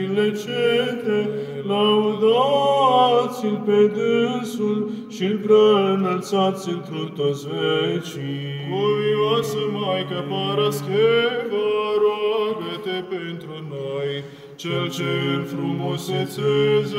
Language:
Romanian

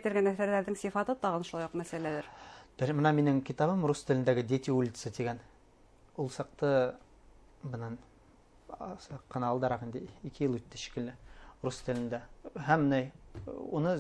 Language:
Bashkir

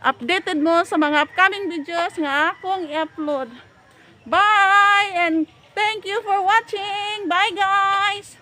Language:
Cebuano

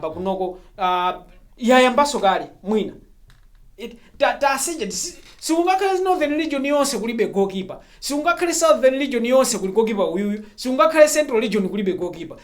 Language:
Nyanja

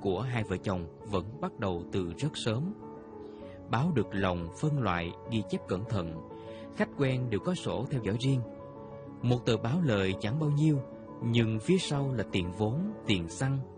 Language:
Vietnamese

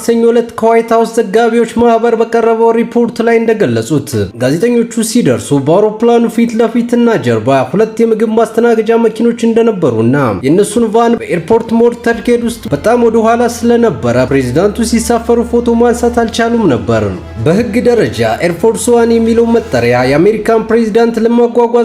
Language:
Amharic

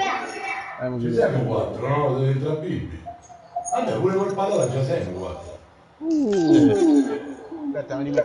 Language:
Italian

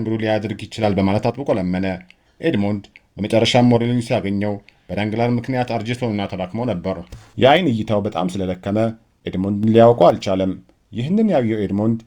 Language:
Amharic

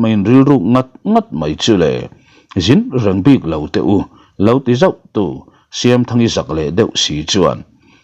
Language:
Mizo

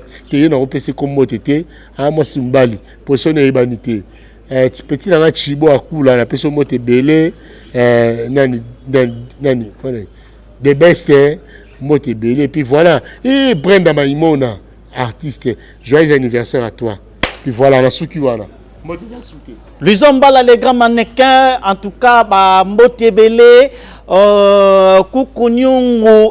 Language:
Lingala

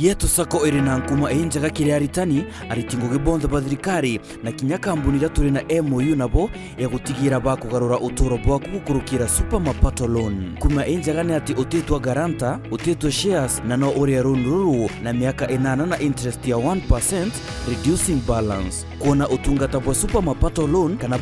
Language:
Meru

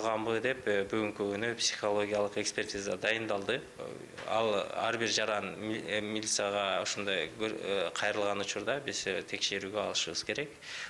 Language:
Kyrgyz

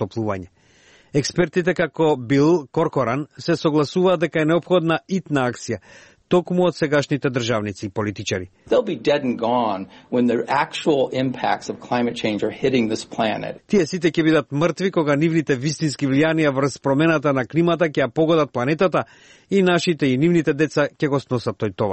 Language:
Macedonian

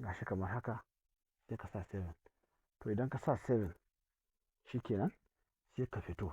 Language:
Hausa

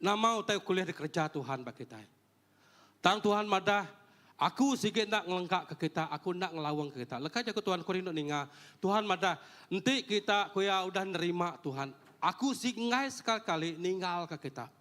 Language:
Iban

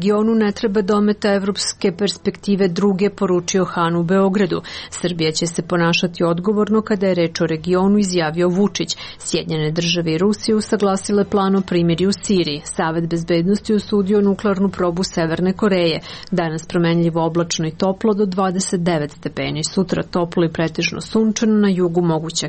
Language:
Serbian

